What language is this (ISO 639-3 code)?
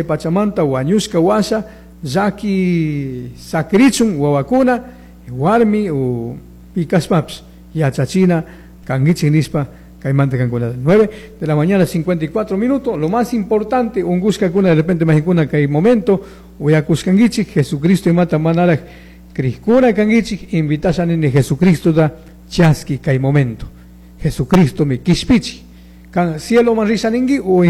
qug